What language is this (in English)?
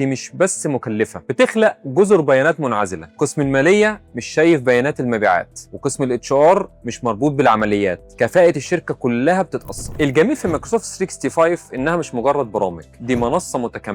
Egyptian Arabic